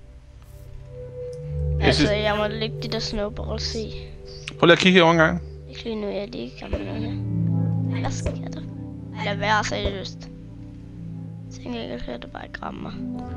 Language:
Danish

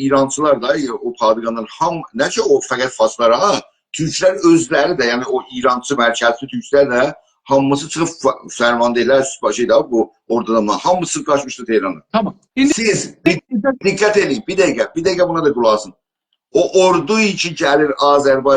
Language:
South Azerbaijani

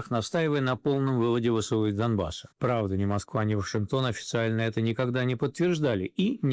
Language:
Russian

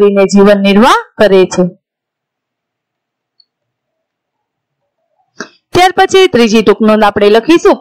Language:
Gujarati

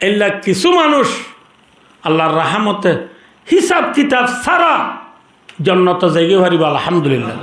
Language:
Rohingya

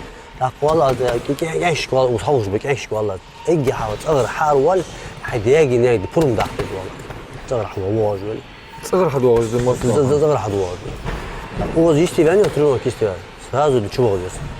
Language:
Ingush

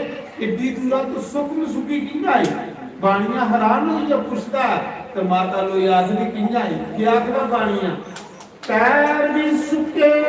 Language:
Dogri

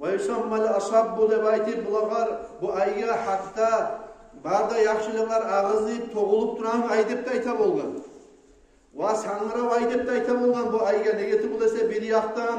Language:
Kumyk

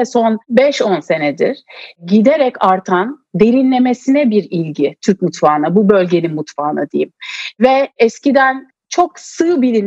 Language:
Turkish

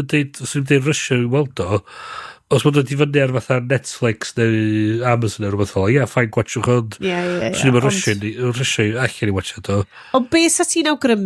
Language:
Welsh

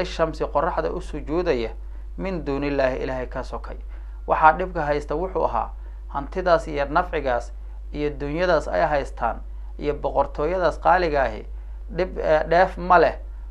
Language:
Somali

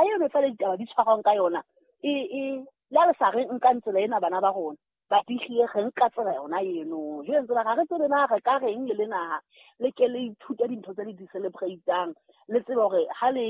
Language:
Southern Sotho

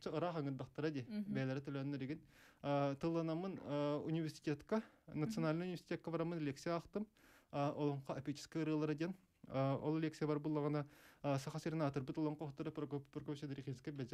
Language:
Yakut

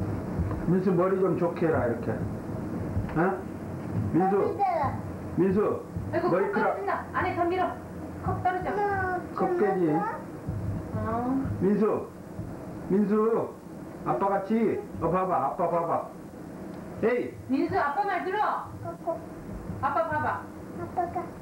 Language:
Korean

